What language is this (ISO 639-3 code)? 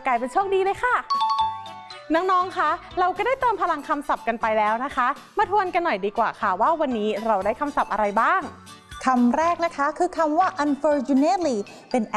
tha